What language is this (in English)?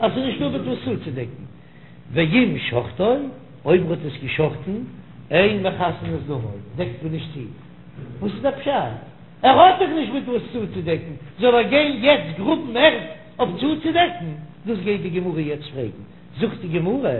Yiddish